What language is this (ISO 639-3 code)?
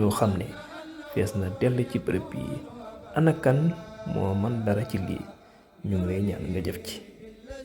wol